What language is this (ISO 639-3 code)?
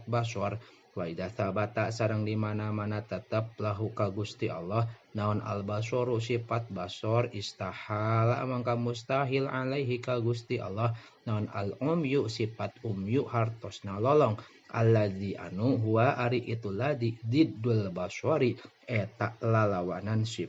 sun